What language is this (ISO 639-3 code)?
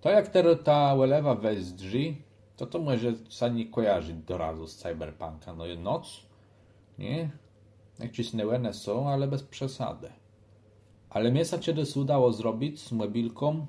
csb